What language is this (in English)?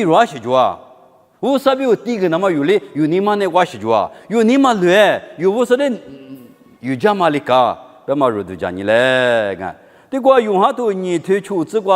Lisu